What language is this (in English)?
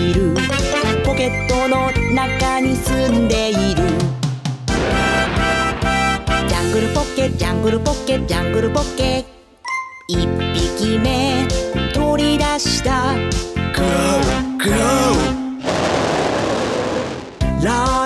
Japanese